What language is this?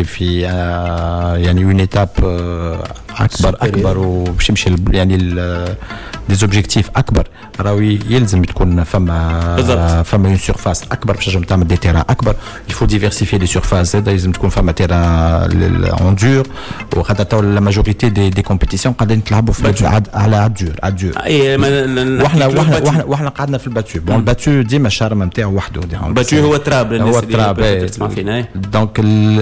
Tunisian Arabic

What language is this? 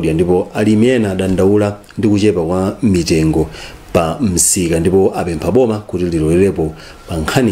Nyanja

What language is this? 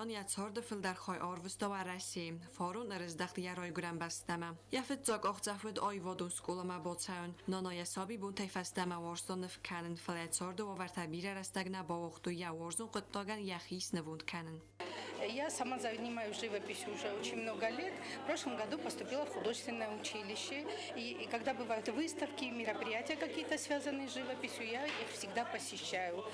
Ossetic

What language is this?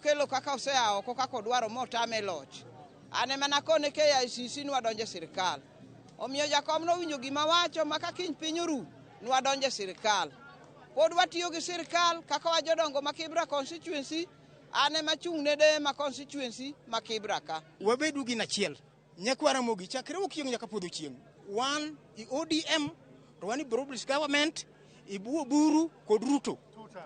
Luo (Kenya and Tanzania)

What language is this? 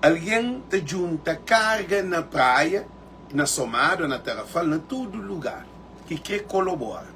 Kabuverdianu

